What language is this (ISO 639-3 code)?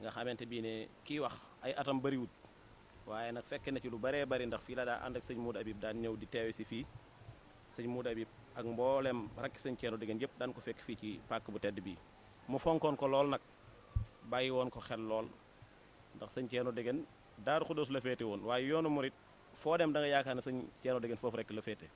wol